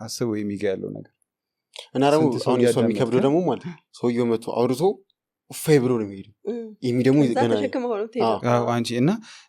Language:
Amharic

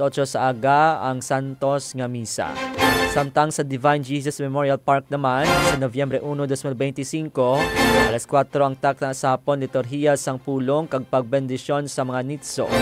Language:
Hiligaynon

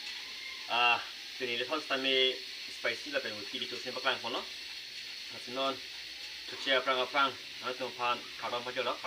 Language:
Karbi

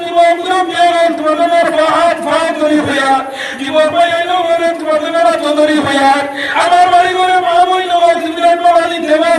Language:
Sylheti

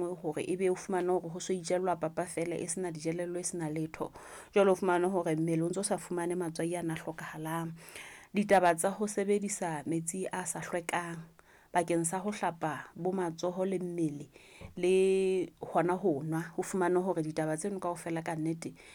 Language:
Southern Sotho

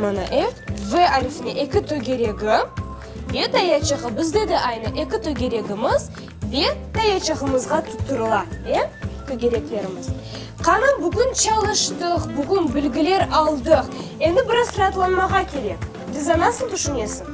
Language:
Crimean Tatar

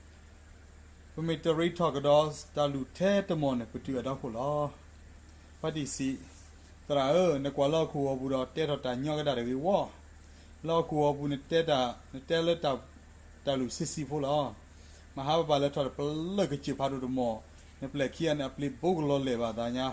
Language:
S'gaw Karen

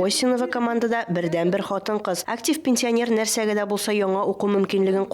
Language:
Tatar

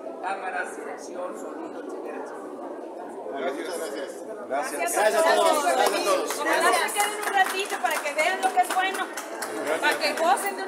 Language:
Spanish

